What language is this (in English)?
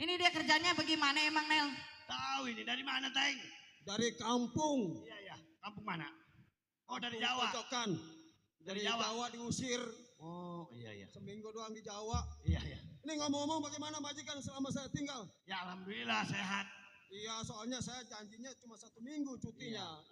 Betawi